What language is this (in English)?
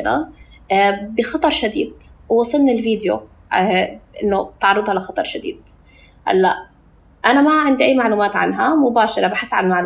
North Levantine Arabic